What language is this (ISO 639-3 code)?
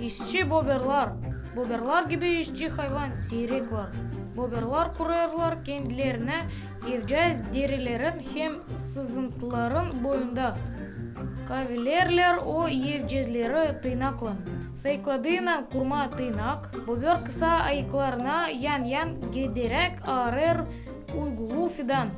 gag